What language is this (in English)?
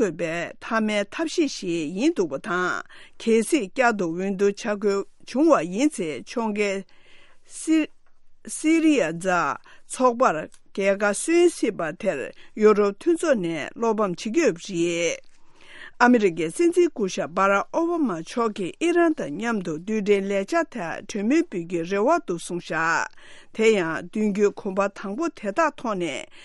Tibetan